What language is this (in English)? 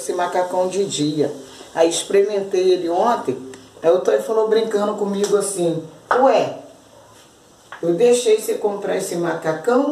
Portuguese